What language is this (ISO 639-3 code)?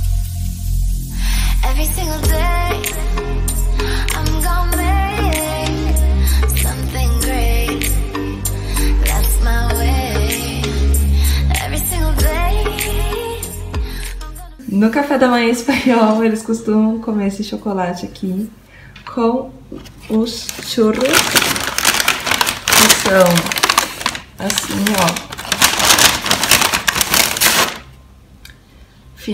por